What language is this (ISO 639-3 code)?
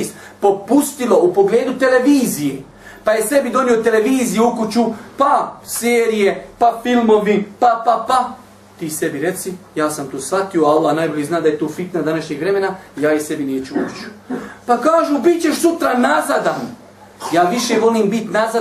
bos